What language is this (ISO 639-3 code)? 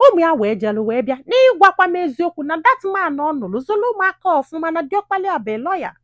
ibo